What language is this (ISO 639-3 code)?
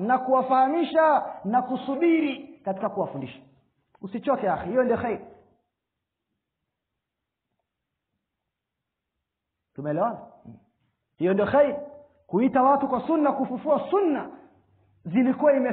swa